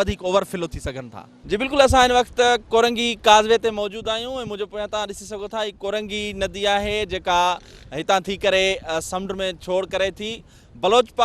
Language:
Sindhi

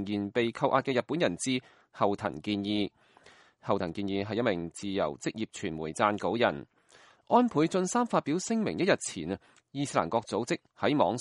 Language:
Cantonese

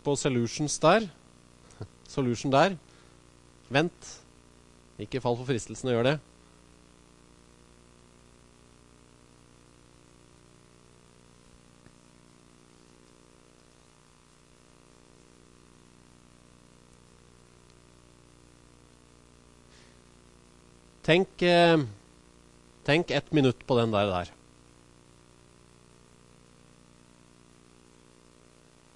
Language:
Norwegian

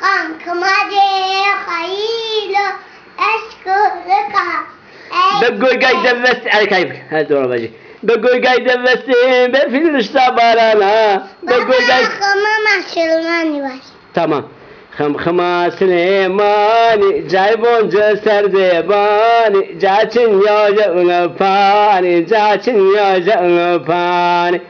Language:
Zaza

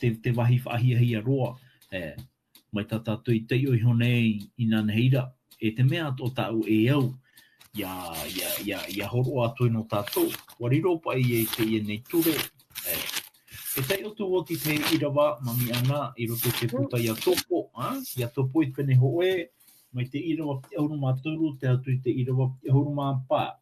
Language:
Tahitian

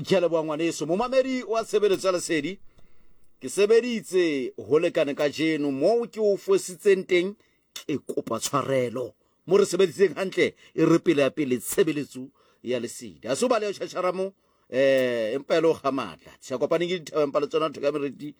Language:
Southern Sotho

